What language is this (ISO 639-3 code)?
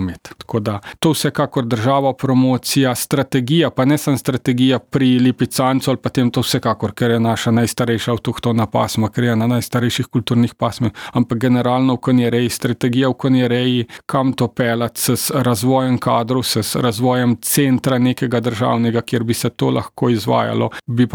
slv